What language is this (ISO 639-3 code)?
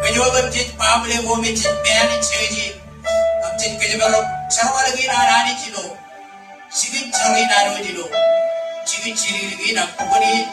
mah